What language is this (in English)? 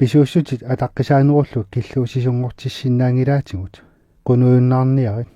Kalaallisut